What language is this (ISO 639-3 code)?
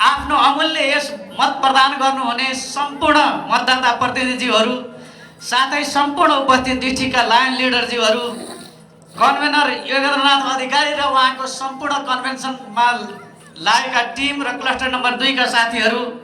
nep